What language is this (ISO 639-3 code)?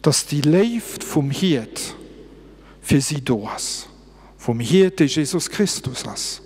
ltz